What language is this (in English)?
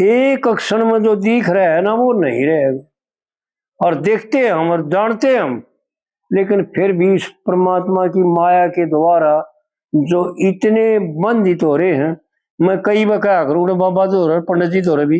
Haryanvi